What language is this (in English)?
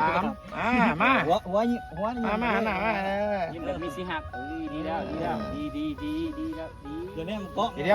Northeastern Thai